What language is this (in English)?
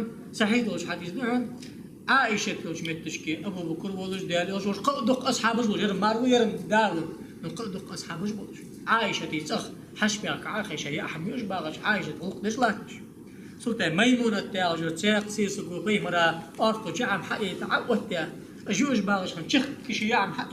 Ingush